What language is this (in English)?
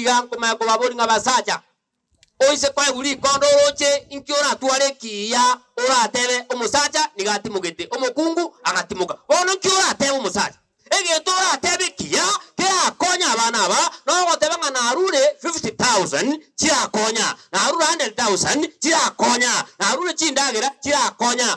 Gusii